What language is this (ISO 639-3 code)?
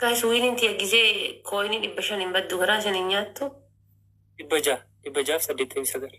orm